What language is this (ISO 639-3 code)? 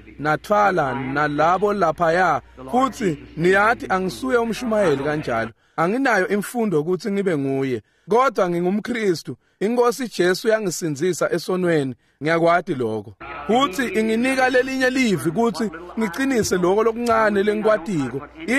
ssw